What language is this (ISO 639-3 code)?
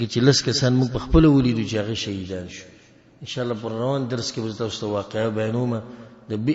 pus